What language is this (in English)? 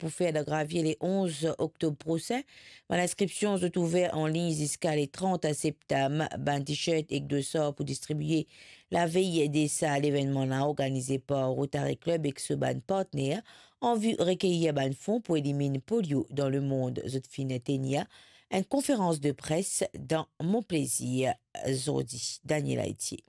Morisyen